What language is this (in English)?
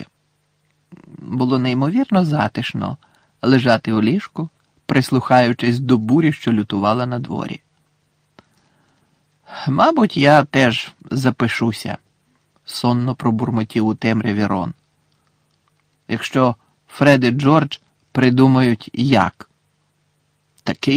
Ukrainian